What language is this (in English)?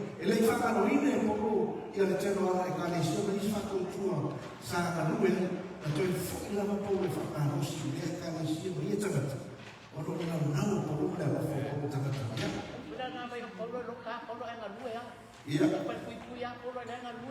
Samoan